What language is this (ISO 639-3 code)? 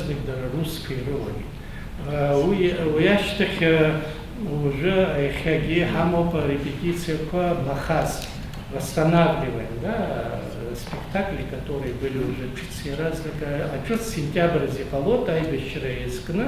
abk